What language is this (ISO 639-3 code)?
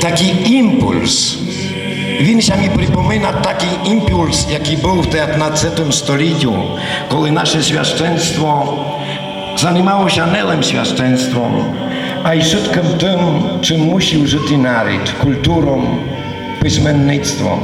rue